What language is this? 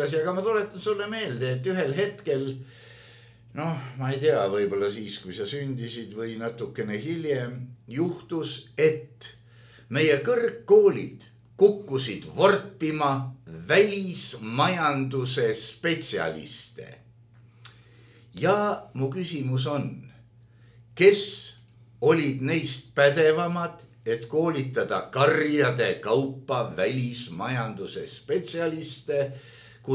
Estonian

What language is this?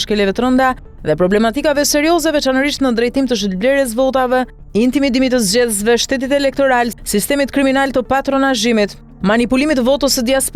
Albanian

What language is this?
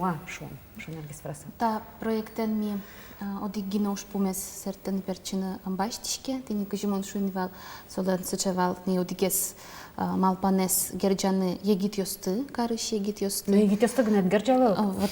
Udmurt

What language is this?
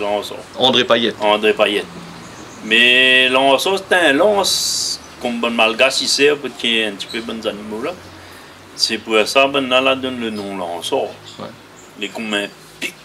Réunion Creole French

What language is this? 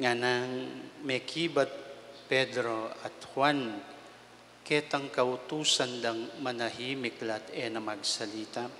Pampanga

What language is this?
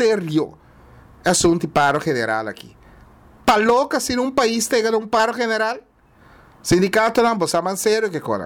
Papiamento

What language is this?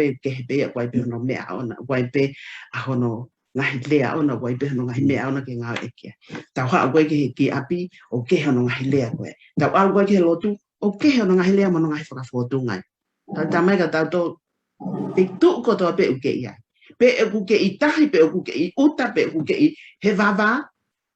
Tongan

